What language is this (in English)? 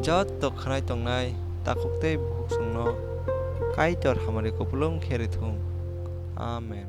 Kok Borok